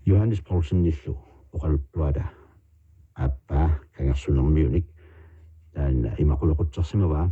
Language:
Kalaallisut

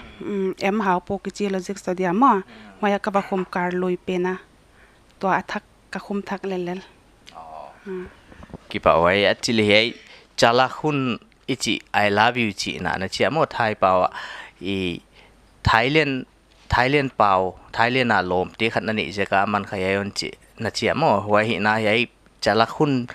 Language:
Paite Chin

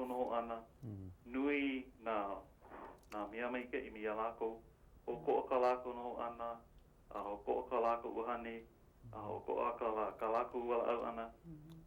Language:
Hawaiian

